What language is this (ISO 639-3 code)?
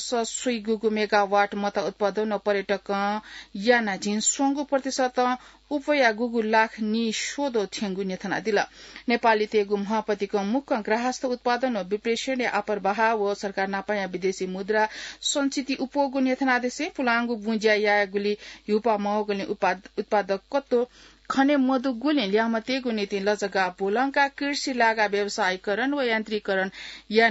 new